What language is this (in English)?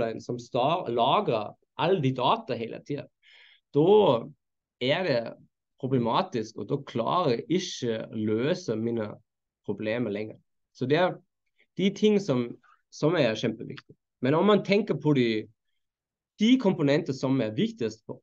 Norwegian